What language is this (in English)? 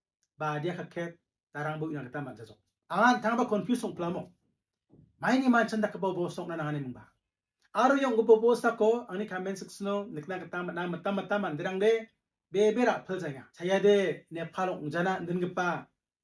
Garo